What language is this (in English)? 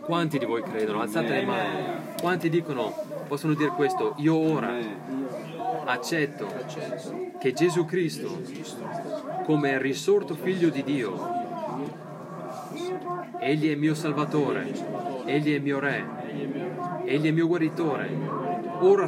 Italian